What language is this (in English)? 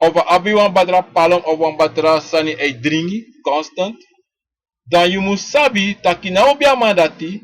Sranan Tongo